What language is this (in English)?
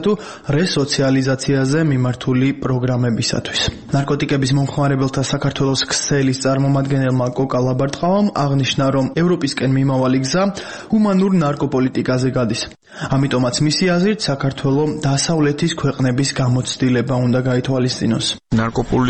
Georgian